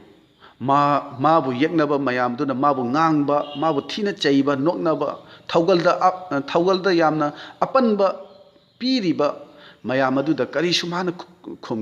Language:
Manipuri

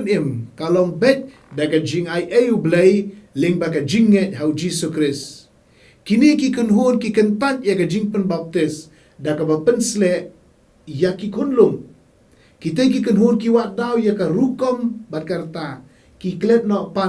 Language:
Khasi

